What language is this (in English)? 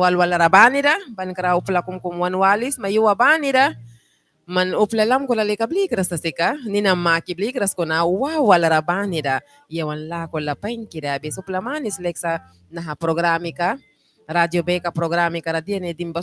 Mískito